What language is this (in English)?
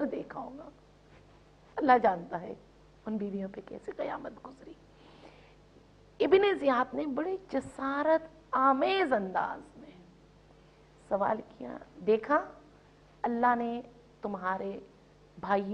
Urdu